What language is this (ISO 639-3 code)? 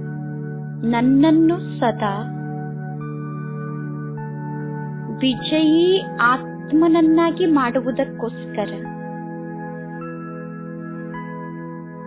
kan